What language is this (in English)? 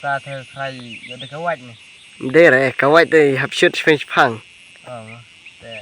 Khasi